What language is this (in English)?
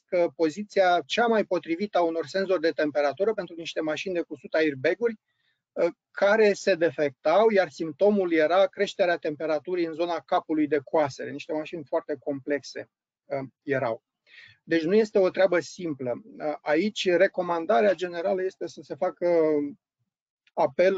Romanian